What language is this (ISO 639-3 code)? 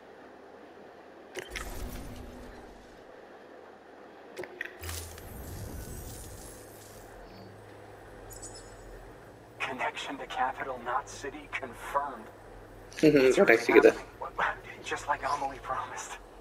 ind